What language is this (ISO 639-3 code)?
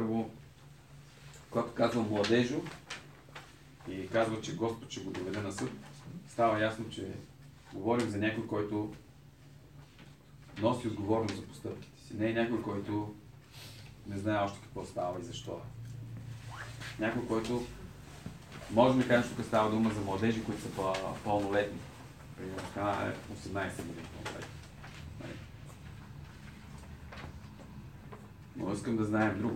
bul